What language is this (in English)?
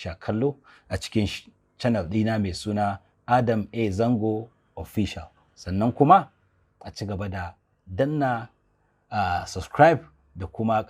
Hausa